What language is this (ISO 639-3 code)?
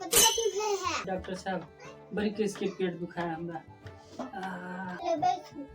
mai